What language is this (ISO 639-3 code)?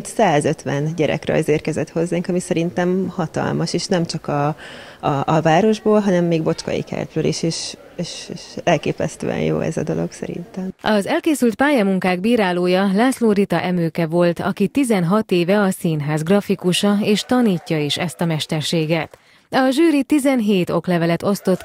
hun